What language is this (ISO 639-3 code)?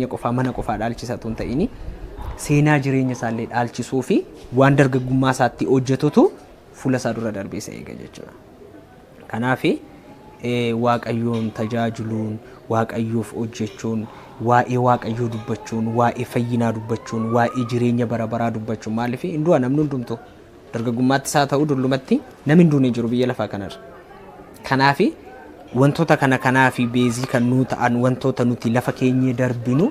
orm